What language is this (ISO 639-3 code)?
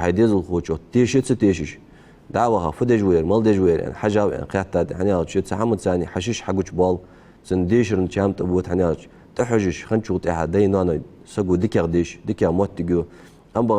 inh